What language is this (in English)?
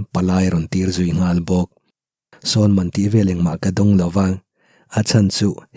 Mizo